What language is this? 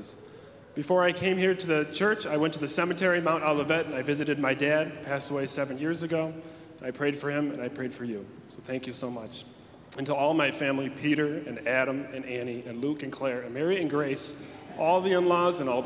English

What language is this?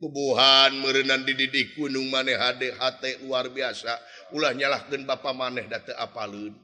Sundanese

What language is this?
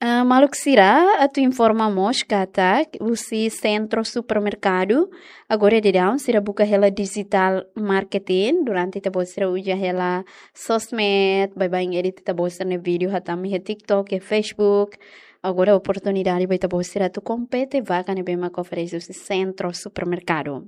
Tetum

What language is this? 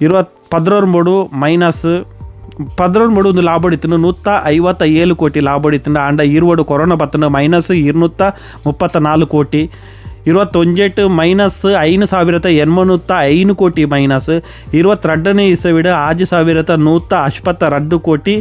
Tulu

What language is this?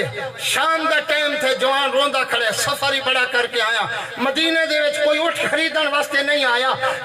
Saraiki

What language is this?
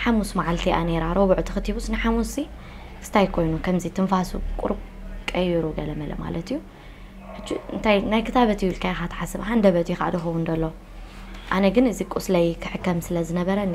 Tigrinya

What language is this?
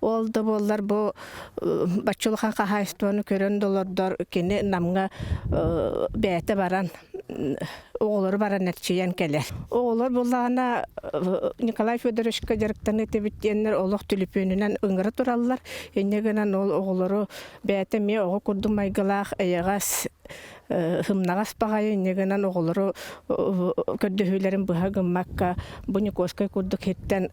Yakut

